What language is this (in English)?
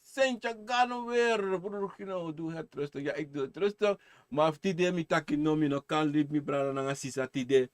Sranan Tongo